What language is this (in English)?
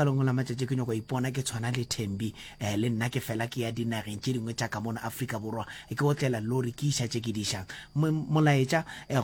Northern Sotho